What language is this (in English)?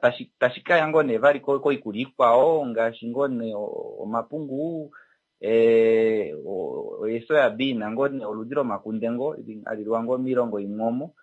Kuanyama